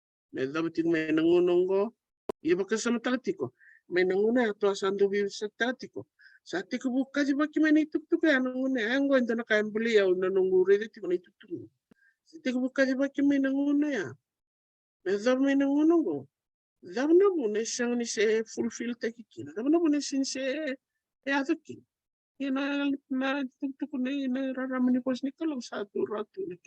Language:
Fijian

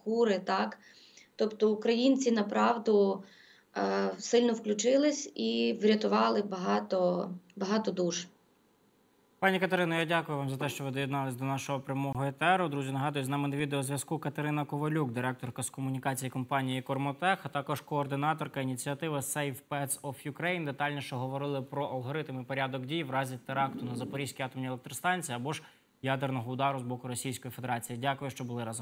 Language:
Ukrainian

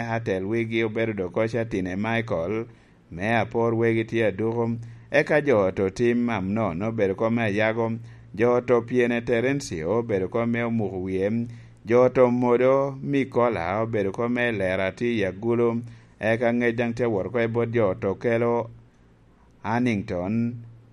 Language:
Lango (Uganda)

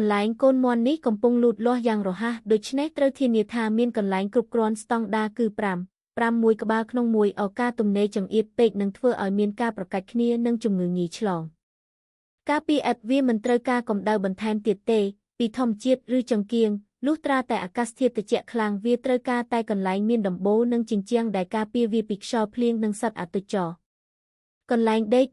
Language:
Khmer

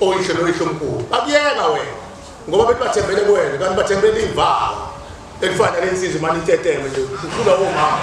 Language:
Zulu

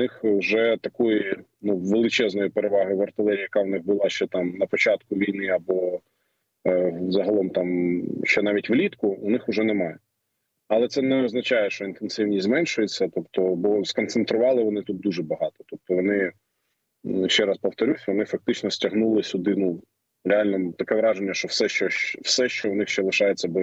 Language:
Ukrainian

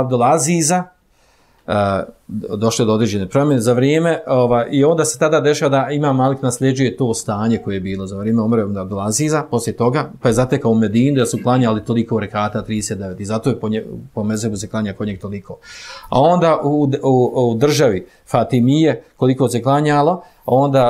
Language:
Bosnian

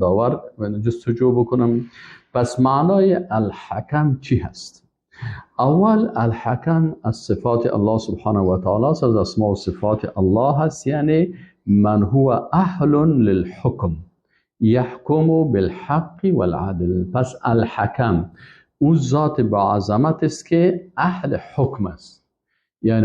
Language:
Persian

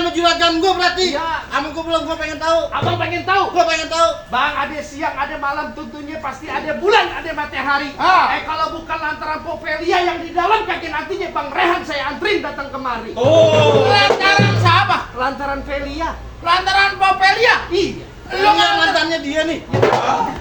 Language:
Betawi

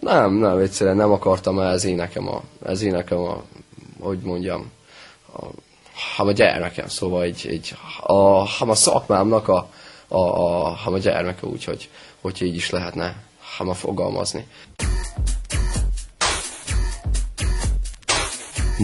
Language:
Hungarian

